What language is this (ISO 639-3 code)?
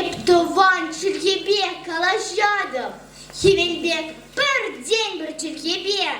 chv